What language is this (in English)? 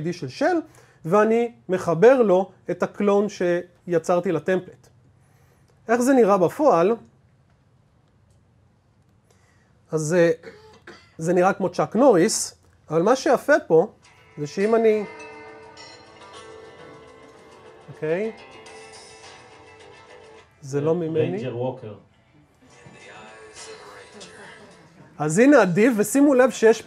Hebrew